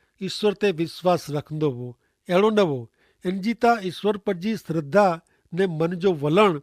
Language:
Kachhi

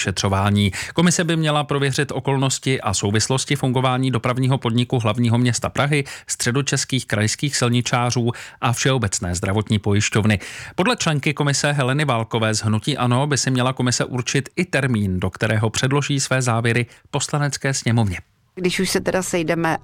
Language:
Czech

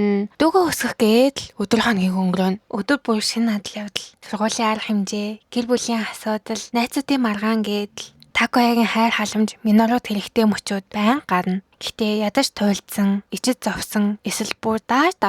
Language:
Mongolian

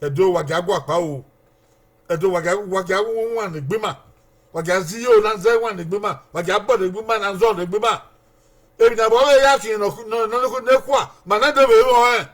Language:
Bini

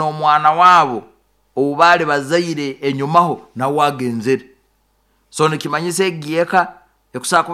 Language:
Nyoro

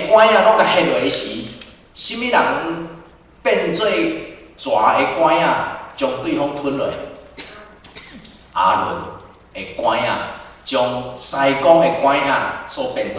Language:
Min Nan Chinese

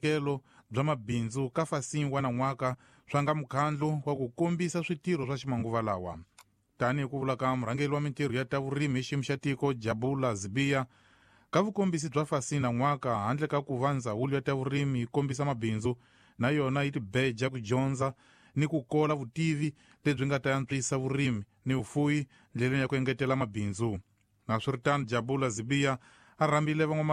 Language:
Tsonga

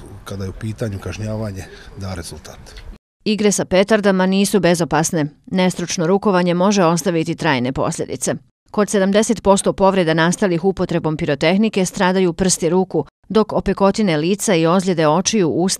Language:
Bosnian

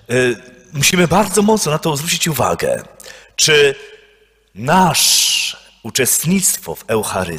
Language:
Polish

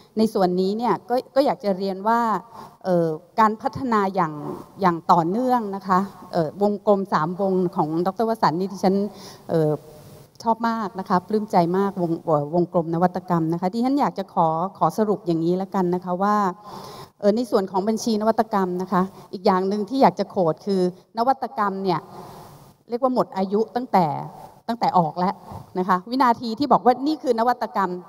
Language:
Thai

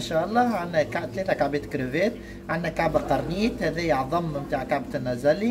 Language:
Tunisian Arabic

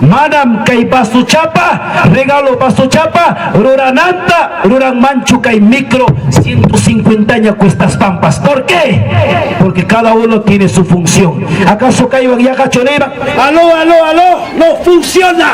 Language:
Ayacucho Quechua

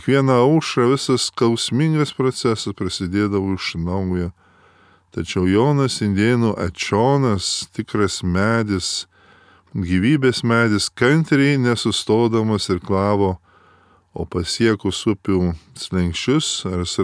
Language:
Lithuanian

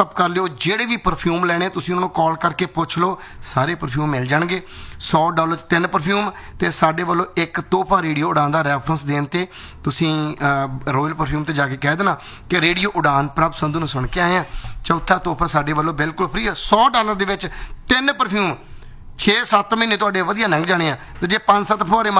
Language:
Punjabi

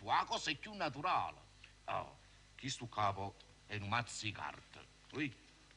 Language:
Neapolitan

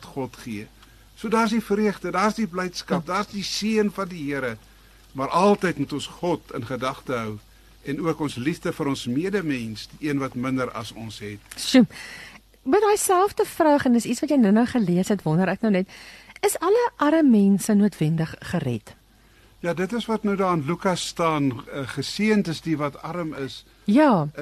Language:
Afrikaans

